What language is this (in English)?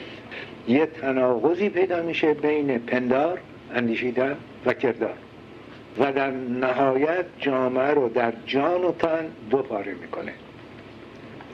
Persian